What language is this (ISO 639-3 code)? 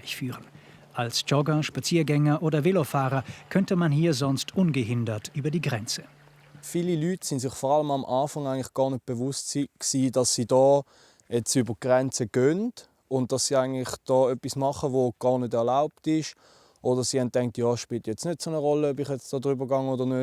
gsw